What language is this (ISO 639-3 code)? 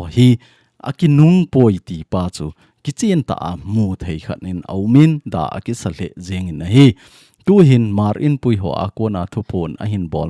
tcz